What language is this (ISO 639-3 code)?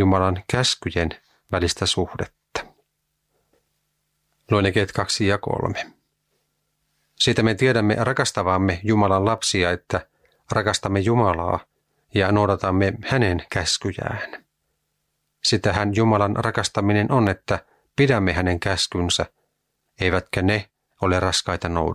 fin